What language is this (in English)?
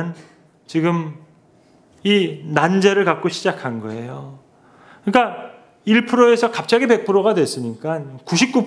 Korean